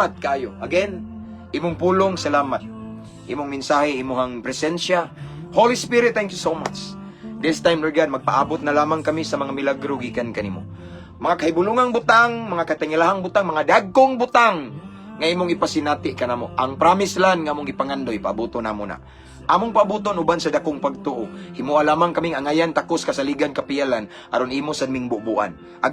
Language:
Cebuano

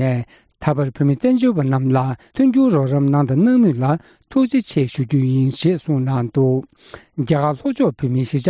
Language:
Tibetan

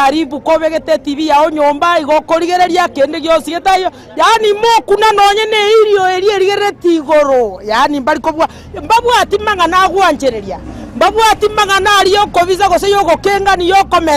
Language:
Gusii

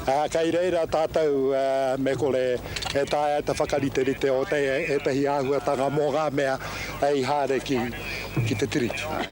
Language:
Māori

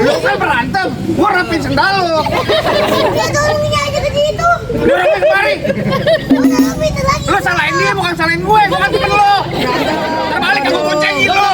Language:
Betawi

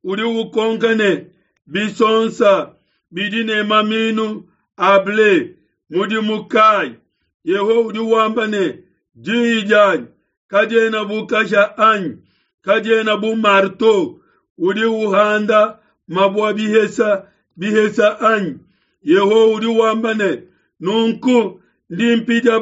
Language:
Luba-Lulua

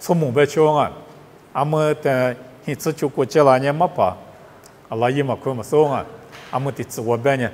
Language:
Lisu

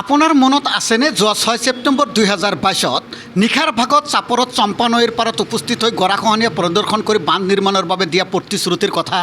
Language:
Assamese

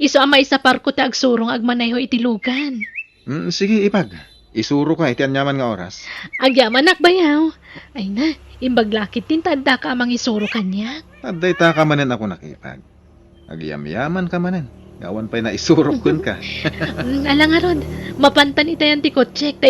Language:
Iloko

